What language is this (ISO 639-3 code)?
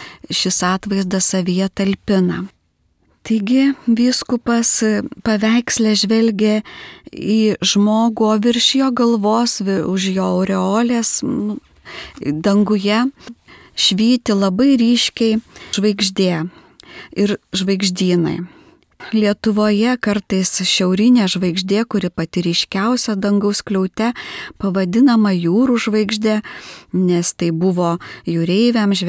lit